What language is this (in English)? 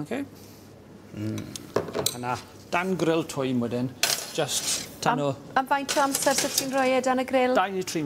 Welsh